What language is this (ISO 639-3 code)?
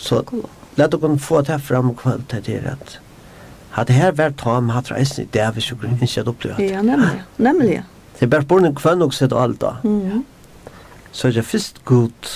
fao